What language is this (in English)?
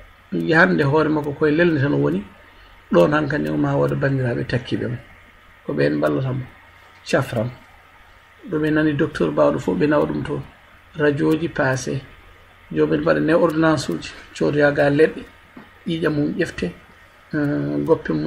Fula